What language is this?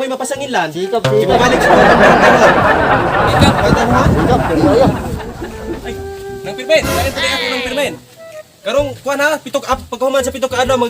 Cebuano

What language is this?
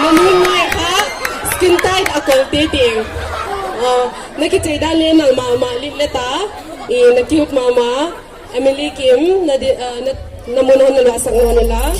Paite Chin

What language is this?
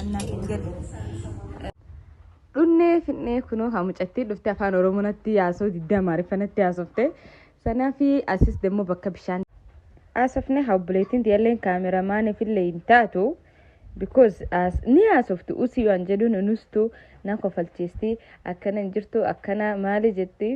Oromo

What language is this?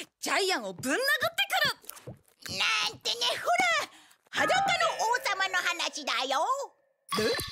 Japanese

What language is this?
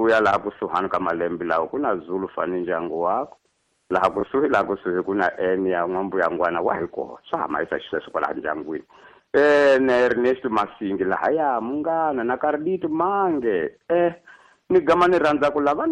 Tsonga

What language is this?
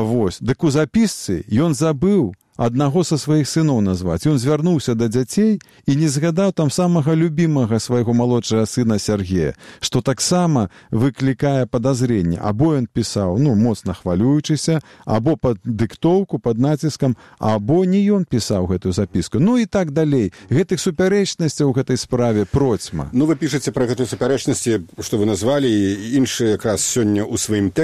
Belarusian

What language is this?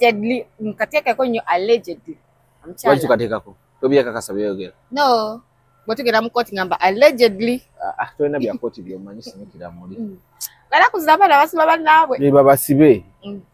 Ganda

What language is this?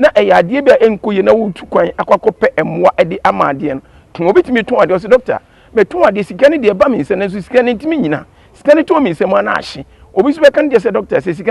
Akan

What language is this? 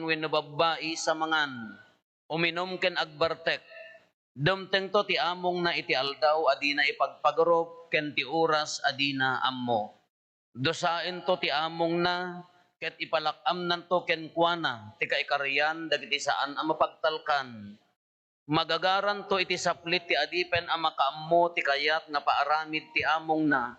Iloko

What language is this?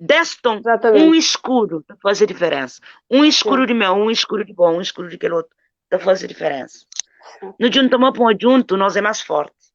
Kabuverdianu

